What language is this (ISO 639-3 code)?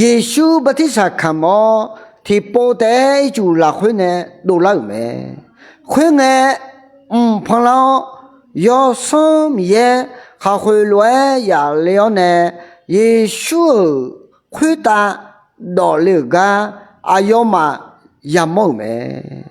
ahk